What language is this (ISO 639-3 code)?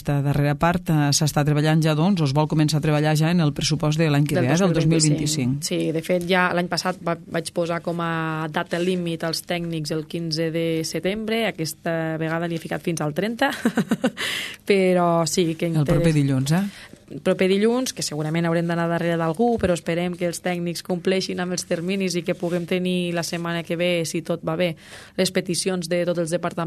cat